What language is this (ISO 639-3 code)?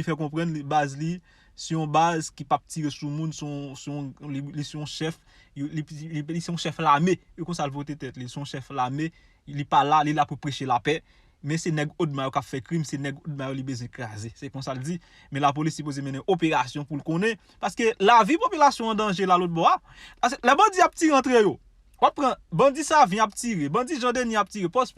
hat